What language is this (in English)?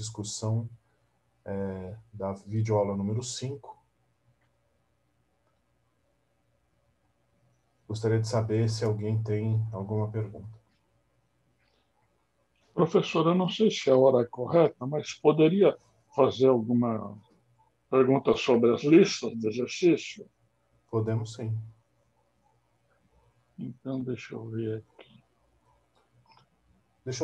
Portuguese